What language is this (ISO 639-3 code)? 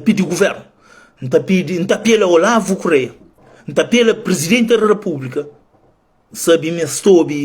kea